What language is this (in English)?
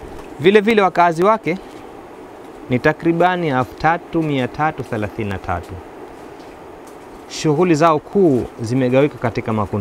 Swahili